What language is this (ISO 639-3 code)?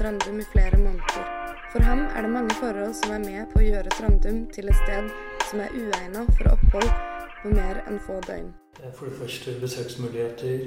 nor